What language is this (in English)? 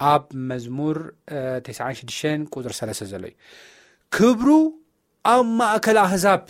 Tigrinya